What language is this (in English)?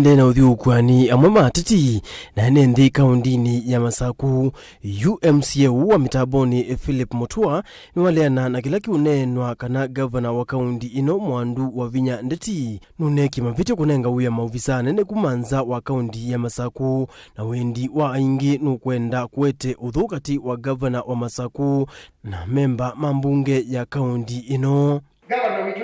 Kamba